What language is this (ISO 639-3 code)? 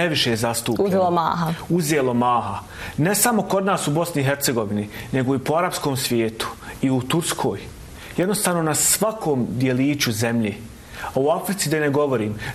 bos